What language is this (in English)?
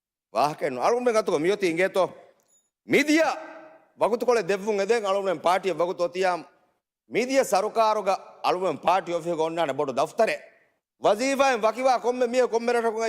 Divehi